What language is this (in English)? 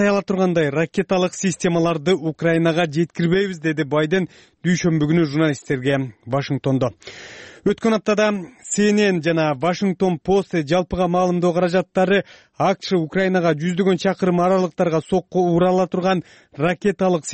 Kyrgyz